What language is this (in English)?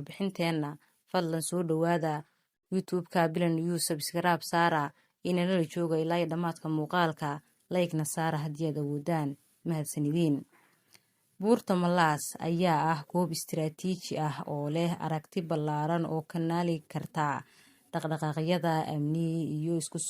Somali